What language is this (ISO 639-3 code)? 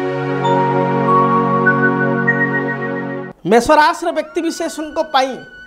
ori